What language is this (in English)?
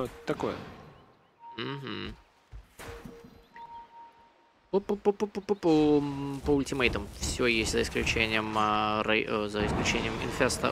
Russian